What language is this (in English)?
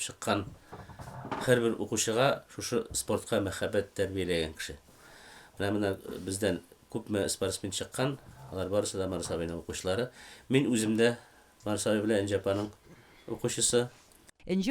Tatar